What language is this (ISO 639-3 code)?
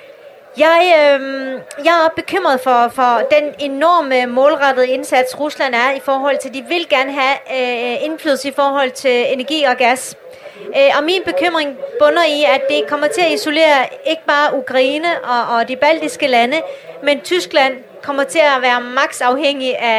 dan